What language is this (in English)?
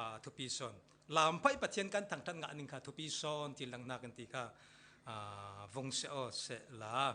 Falam Chin